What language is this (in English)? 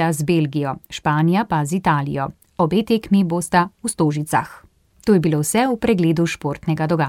Slovenian